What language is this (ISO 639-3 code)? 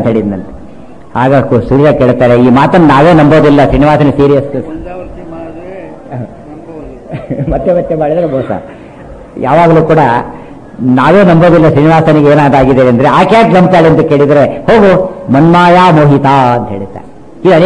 kan